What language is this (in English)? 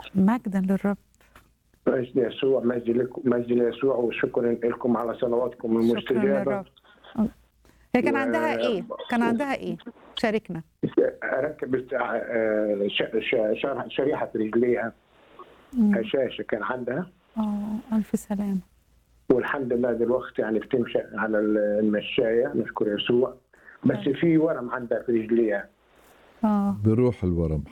Egyptian Arabic